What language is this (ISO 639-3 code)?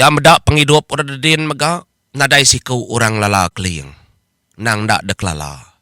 iba